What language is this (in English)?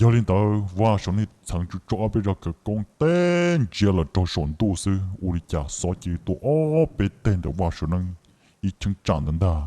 Hmong